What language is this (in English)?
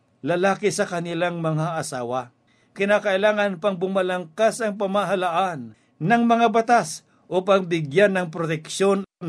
Filipino